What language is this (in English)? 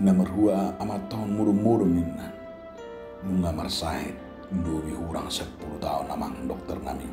Batak Toba